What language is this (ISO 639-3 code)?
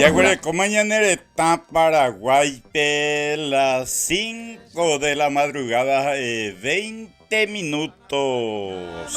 grn